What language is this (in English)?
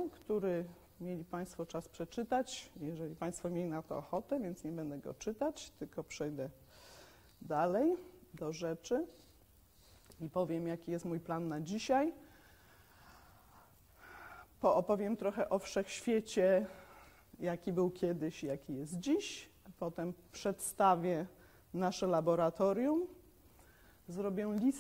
Polish